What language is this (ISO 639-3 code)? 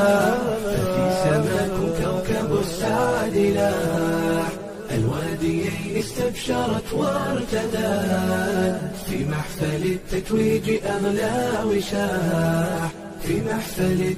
ara